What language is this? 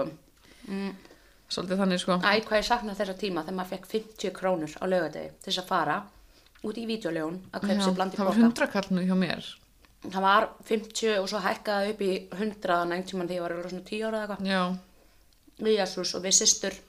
Icelandic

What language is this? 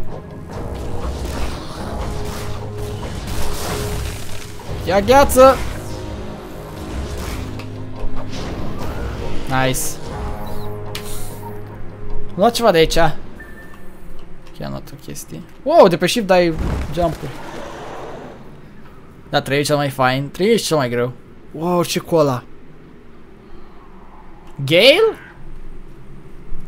Romanian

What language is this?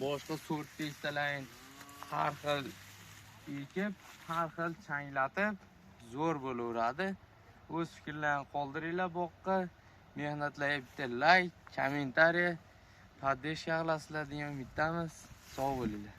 Uzbek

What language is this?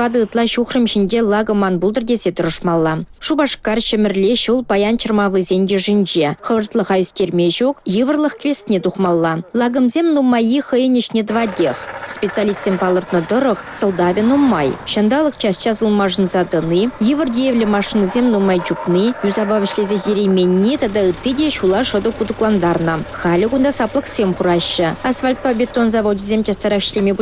Chuvash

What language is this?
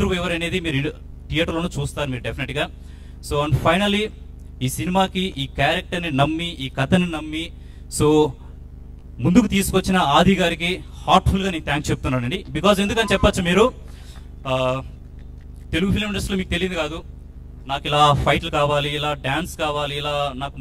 Telugu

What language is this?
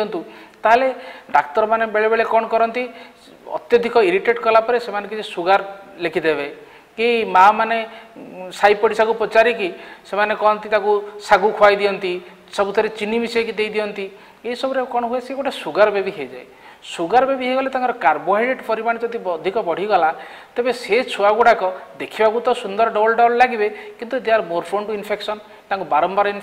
Odia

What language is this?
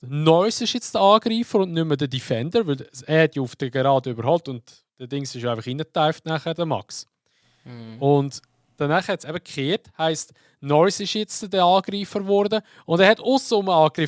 Swiss German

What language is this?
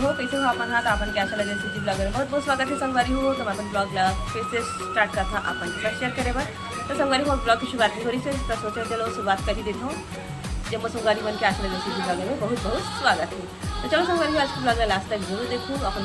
Chhattisgarhi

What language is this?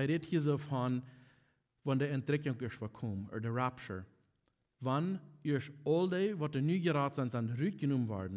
Plautdietsch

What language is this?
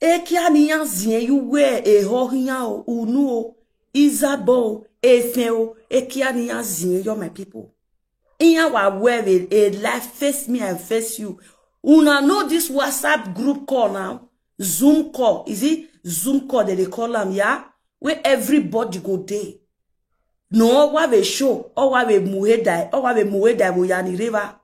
Nigerian Pidgin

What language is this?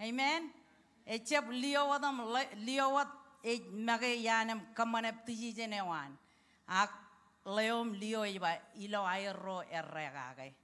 Marshallese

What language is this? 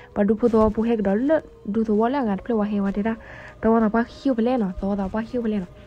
S'gaw Karen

